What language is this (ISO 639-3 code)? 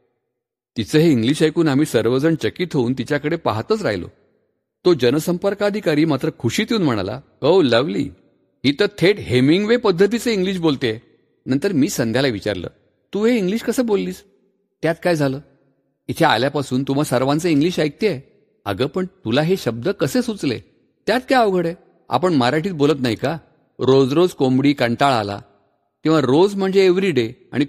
mar